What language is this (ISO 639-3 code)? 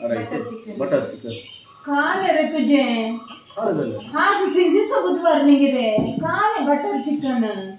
kok